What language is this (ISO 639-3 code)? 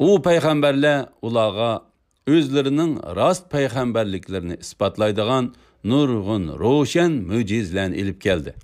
uig